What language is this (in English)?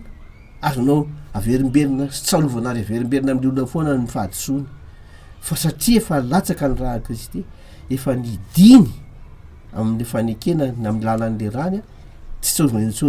Malagasy